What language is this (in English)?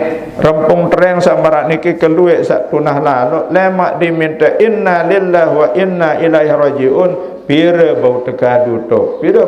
Sasak